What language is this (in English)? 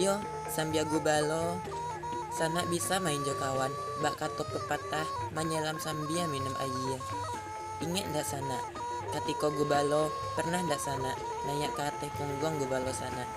Minangkabau